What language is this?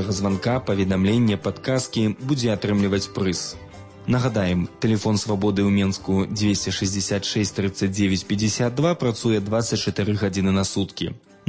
Belarusian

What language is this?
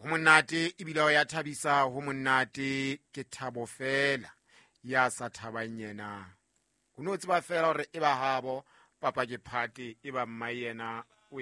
Southern Sotho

